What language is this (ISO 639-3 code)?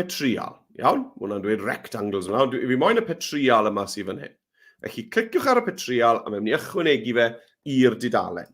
cym